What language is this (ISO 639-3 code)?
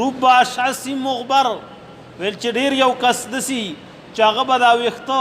pus